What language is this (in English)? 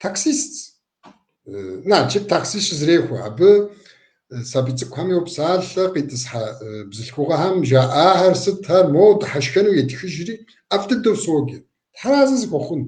Kabardian